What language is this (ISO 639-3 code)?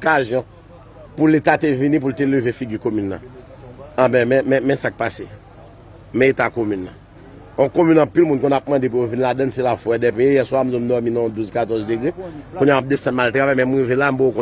hat